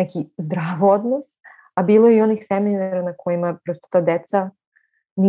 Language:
Serbian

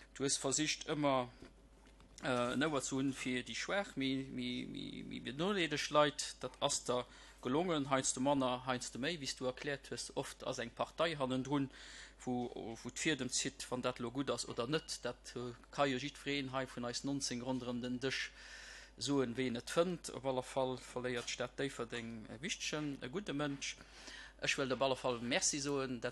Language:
Luxembourgish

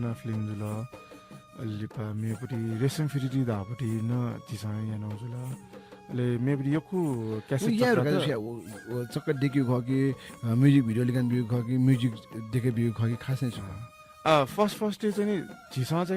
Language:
Newari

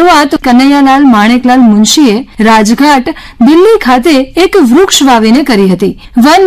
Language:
Gujarati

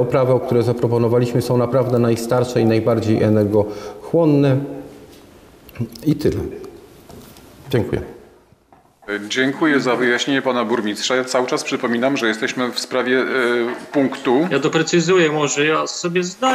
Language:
Polish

